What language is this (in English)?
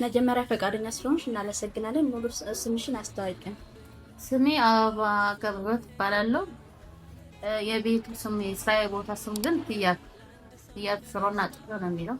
Amharic